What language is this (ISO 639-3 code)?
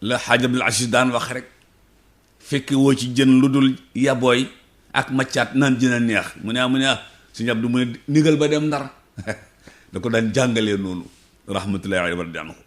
wol